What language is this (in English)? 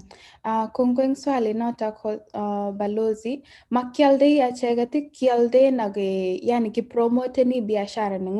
Kalenjin